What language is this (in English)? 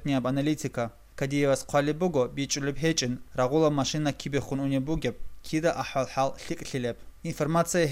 Avaric